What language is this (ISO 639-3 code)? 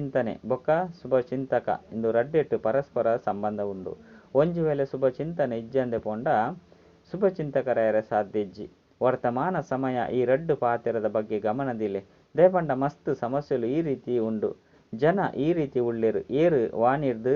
tcy